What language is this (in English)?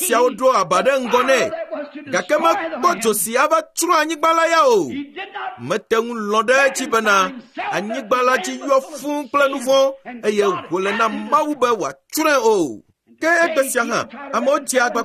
Ewe